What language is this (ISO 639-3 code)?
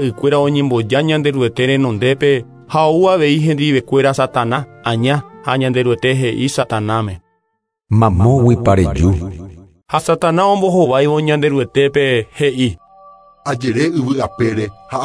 grn